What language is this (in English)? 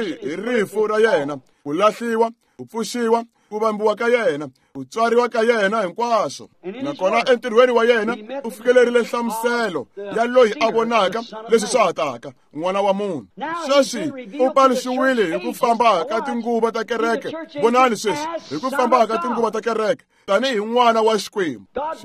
Tsonga